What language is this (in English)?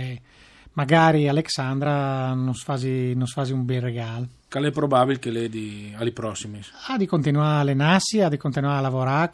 Friulian